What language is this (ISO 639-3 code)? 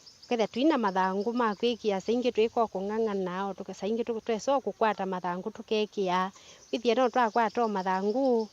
kam